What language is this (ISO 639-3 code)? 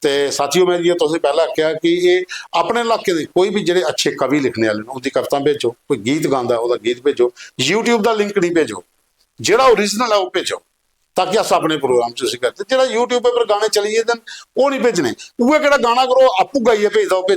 doi